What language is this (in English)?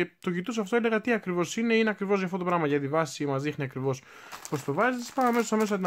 Greek